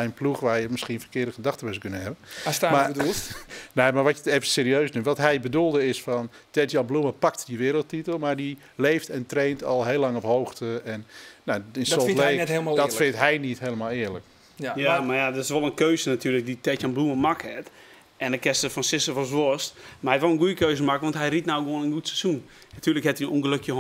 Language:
Western Frisian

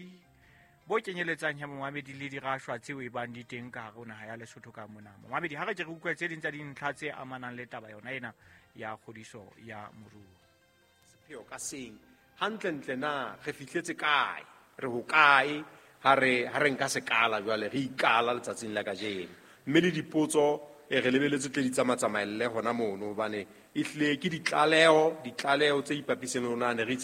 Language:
Southern Sotho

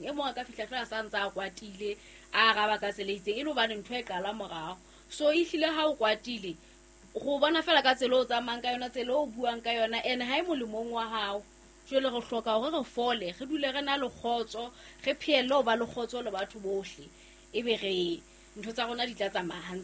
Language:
Southern Sotho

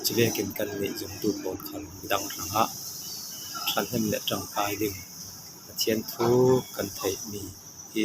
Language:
Falam Chin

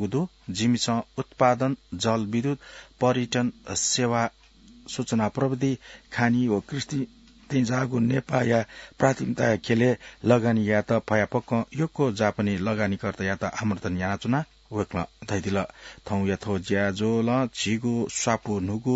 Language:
Newari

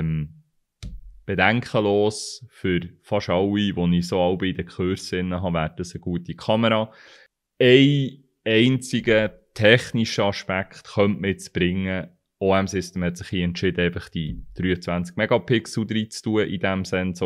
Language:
Swiss German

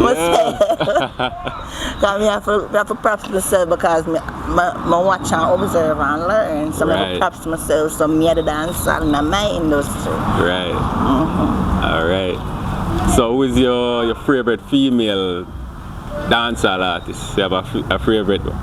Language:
Jamaican Creole English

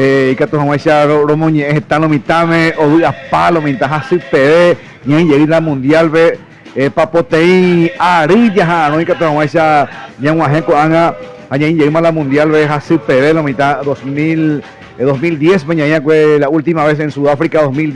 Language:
Guarani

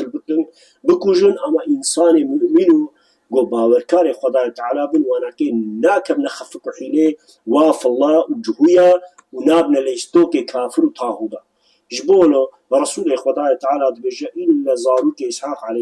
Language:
Kurdish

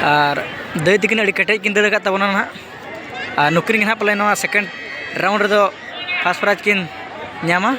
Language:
Santali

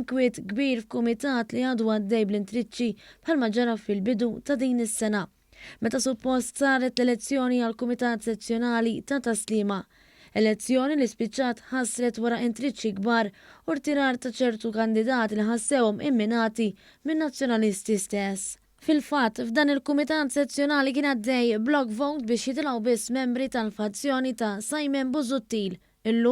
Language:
Maltese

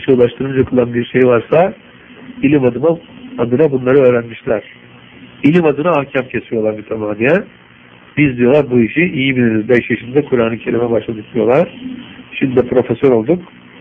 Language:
Turkish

